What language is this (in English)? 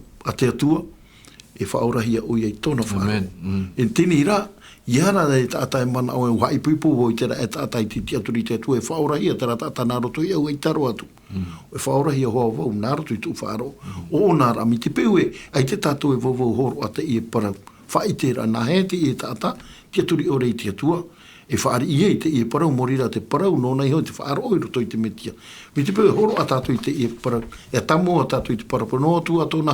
Tahitian